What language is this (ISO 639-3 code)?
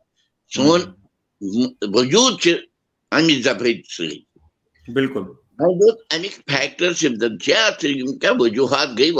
kas